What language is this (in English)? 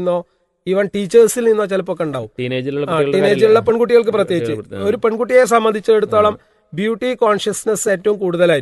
Malayalam